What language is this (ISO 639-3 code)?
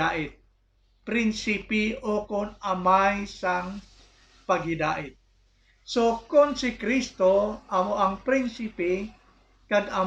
hil